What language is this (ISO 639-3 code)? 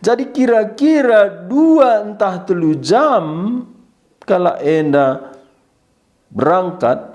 btx